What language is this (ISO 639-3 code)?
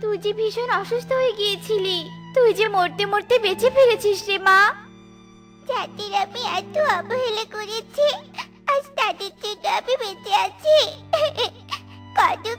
ben